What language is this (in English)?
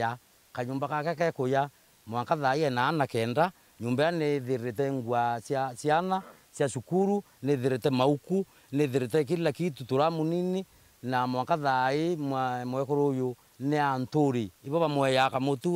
Meru